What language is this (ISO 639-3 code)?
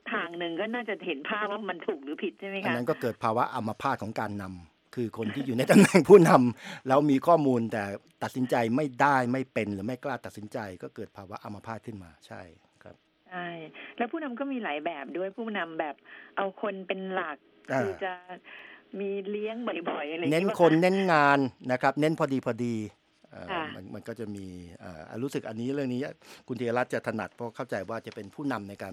tha